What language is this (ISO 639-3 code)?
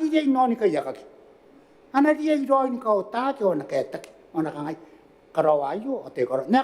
gil